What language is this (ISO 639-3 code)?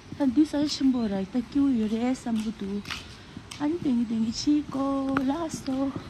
bod